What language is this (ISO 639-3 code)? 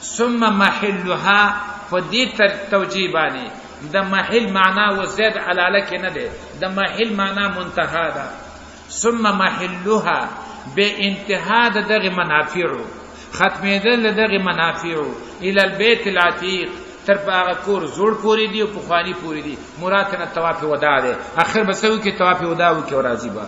pus